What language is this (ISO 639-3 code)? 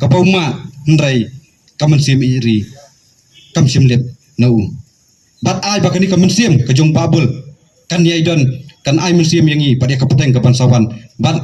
kha